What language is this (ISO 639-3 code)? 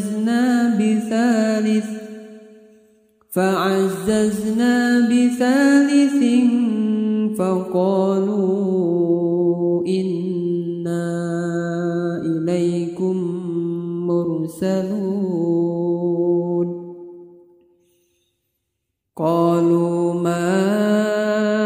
ara